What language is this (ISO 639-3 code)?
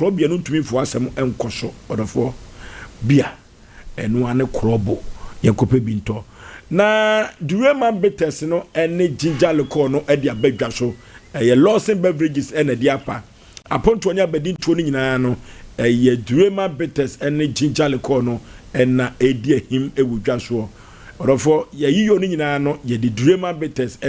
aka